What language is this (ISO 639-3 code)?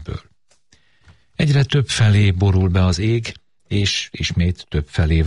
hun